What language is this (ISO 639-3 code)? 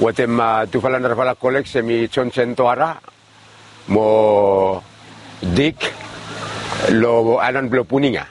bis